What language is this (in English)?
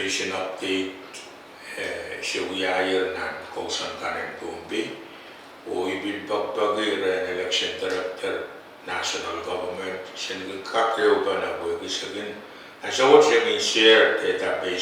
Pohnpeian